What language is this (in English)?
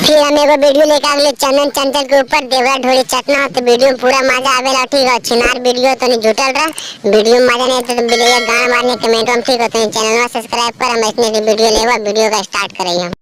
Magahi